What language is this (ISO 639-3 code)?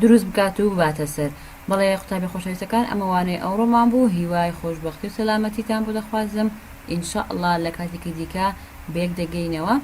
ckb